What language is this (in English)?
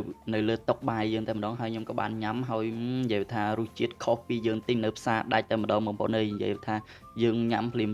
Khmer